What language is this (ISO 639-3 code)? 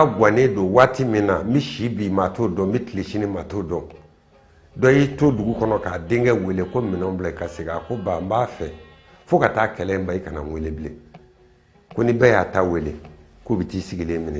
bam